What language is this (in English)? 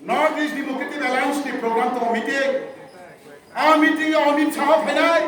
Riang (India)